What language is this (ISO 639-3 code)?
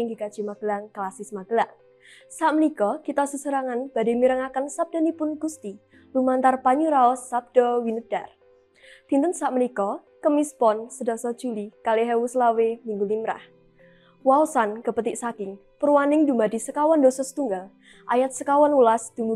jav